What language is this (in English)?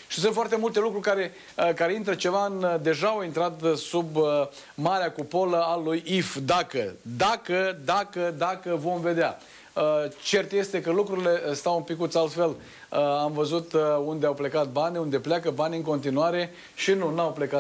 Romanian